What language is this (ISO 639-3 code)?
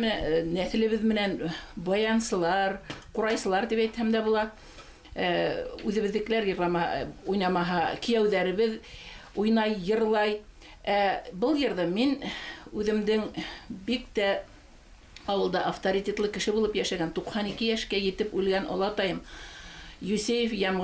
bak